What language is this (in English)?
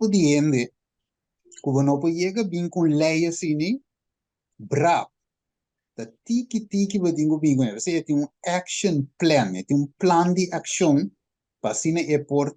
Papiamento